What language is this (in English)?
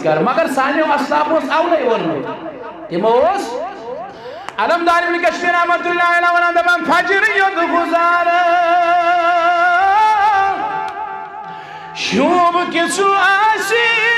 Kashmiri